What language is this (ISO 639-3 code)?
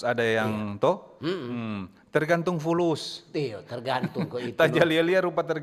xmm